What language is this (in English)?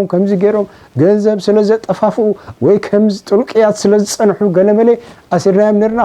Tigrinya